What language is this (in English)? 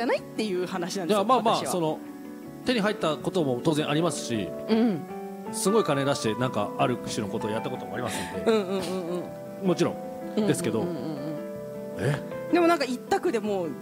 Japanese